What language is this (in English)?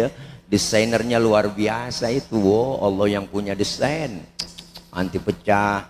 Betawi